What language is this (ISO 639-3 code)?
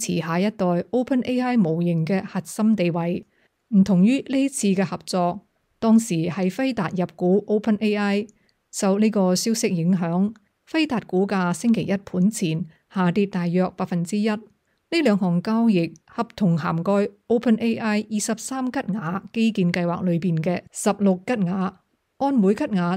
yue